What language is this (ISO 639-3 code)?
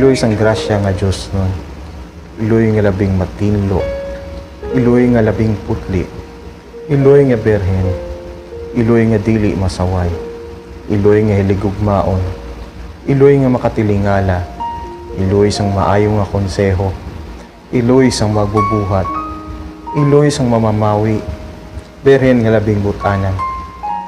hil